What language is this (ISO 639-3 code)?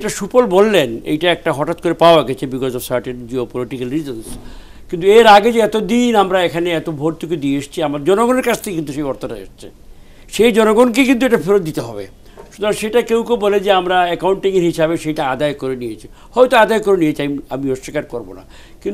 ben